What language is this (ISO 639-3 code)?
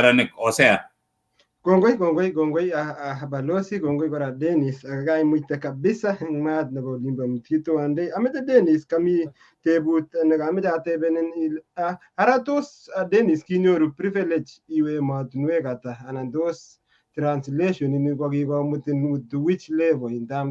kln